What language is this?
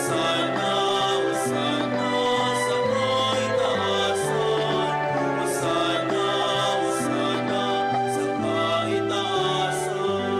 Bikol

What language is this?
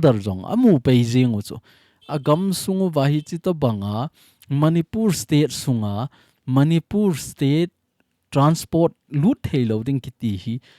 Thado Chin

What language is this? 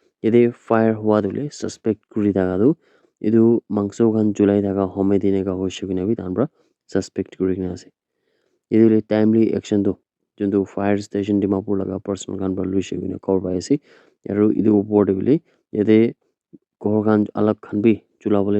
Naga Pidgin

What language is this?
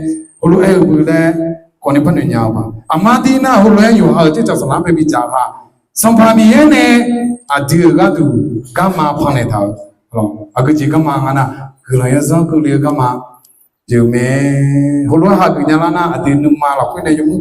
Akha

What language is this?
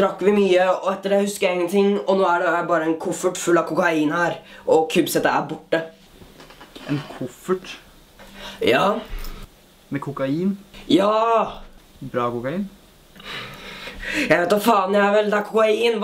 Norwegian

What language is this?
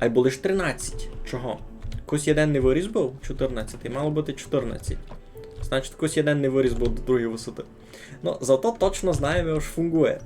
Rusyn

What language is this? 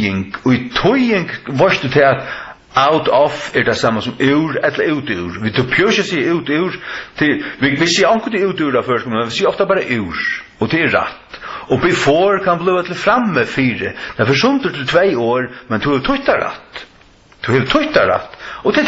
Faroese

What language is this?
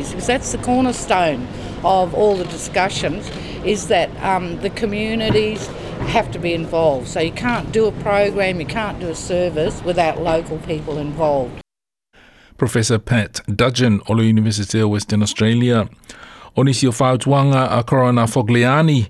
Samoan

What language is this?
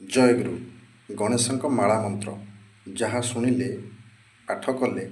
Odia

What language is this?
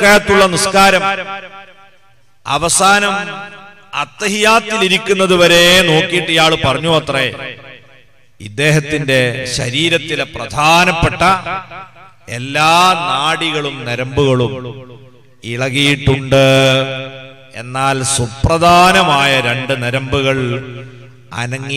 Malayalam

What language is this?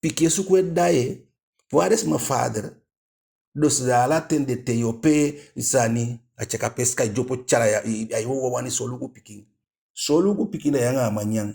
Eastern Maroon Creole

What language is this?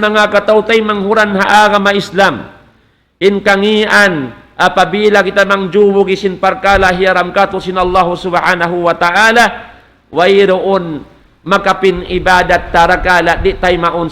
Tausug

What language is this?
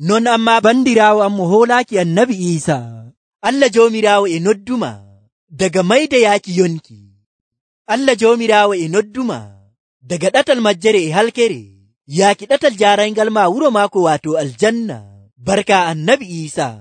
Nigerian Fulfulde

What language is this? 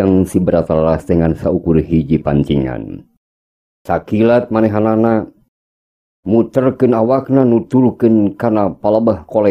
Sundanese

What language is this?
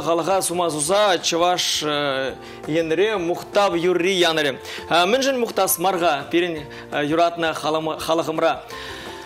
Chuvash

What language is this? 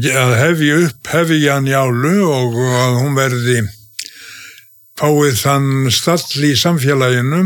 Icelandic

